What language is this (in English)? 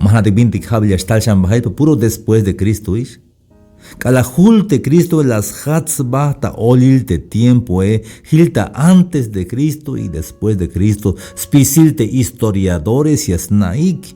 Tzeltal